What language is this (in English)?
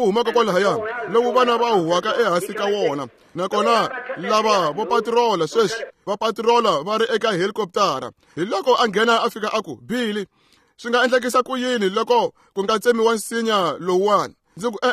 Tsonga